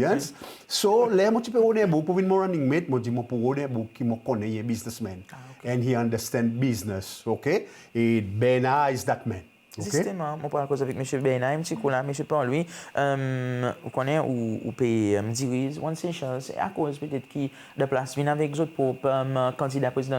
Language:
Seselwa Creole French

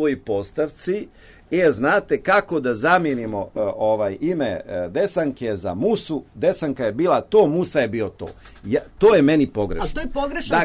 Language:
Serbian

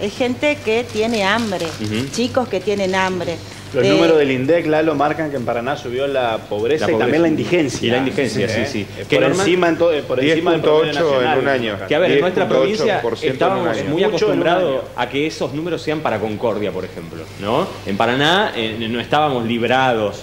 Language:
Spanish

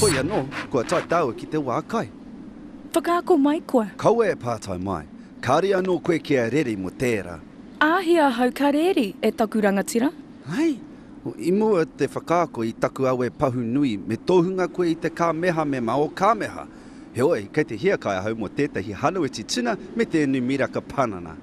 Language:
Māori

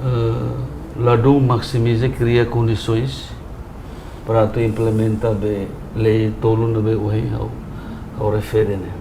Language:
Tetum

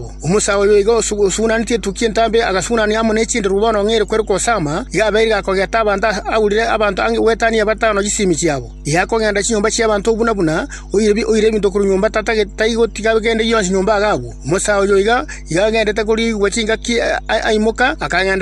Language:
Gusii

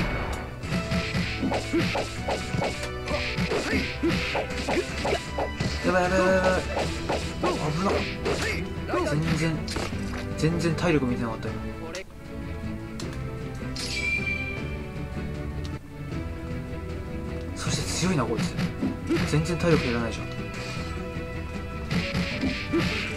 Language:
Japanese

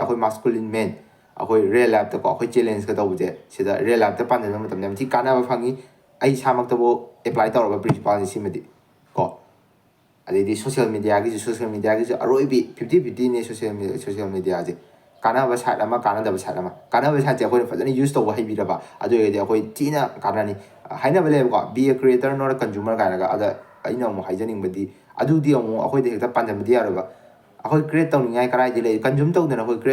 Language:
Manipuri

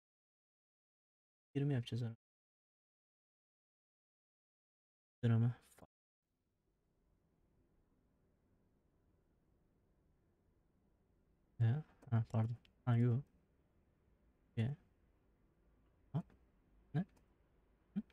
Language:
Turkish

